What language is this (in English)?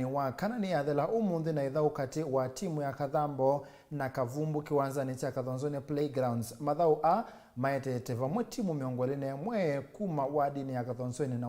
Kamba